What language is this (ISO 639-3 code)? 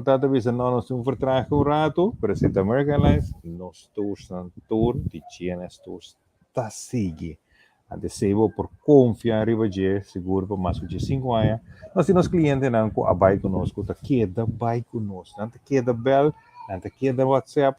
pap